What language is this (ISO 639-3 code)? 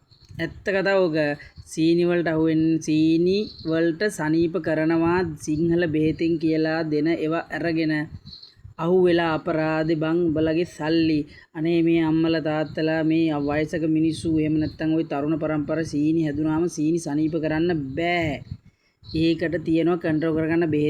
sin